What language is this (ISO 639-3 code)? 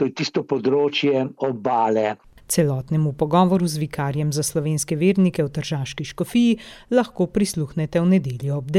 slv